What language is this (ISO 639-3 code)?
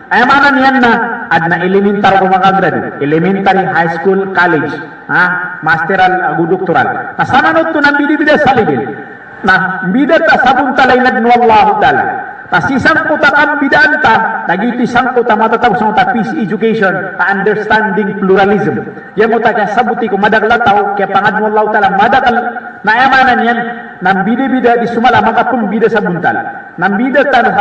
mrw